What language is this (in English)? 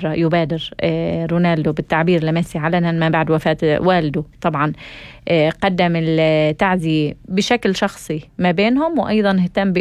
North Levantine Arabic